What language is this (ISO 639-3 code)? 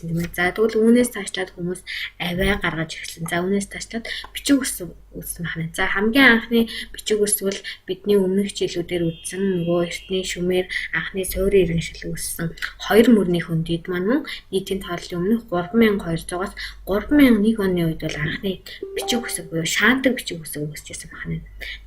mon